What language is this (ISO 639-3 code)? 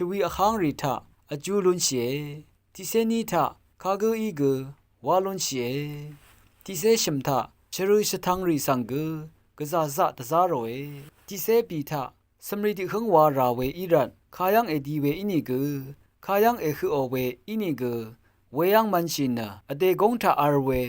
raw